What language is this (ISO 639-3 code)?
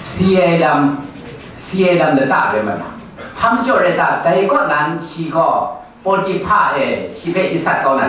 kac